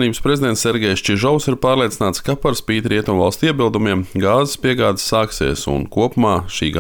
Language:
Latvian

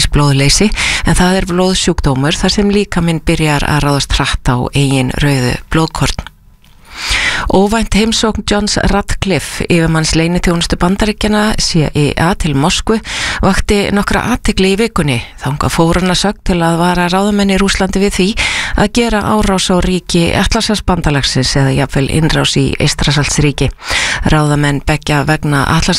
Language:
Icelandic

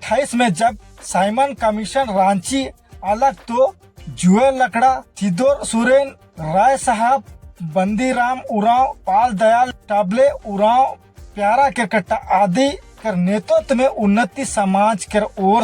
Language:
Sadri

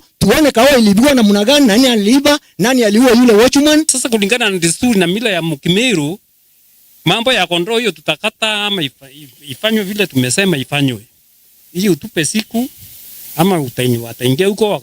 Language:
Meru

